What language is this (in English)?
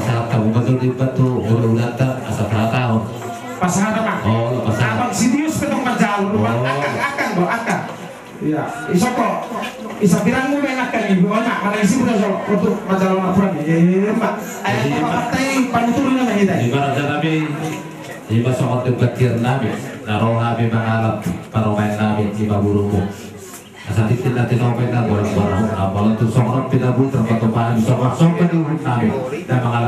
Batak Toba